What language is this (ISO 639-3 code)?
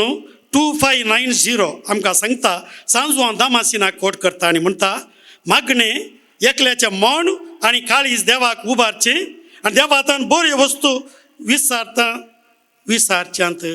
kok